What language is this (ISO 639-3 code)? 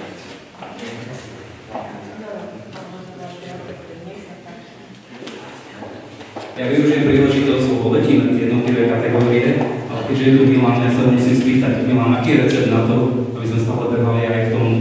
slk